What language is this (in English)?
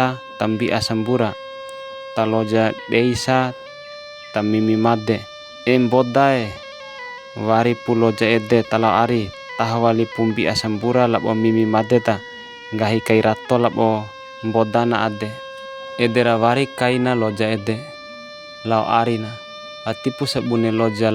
Bima